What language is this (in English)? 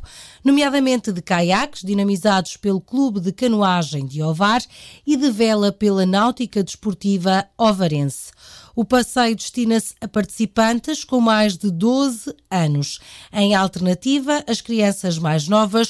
Portuguese